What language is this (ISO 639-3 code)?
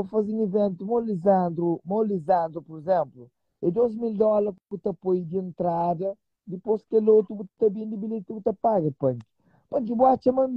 kea